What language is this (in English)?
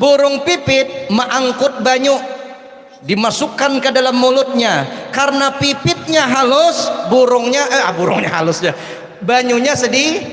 Banjar